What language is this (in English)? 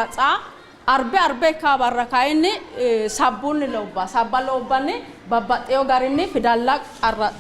Sidamo